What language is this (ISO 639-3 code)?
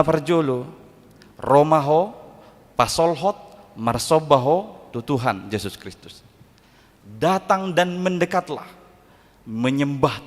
bbc